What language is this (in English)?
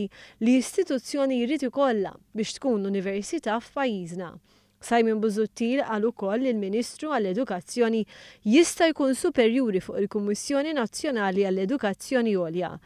Maltese